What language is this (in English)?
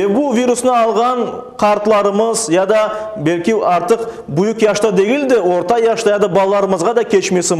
Crimean Tatar